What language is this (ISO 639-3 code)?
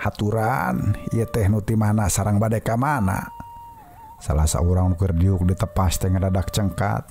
sun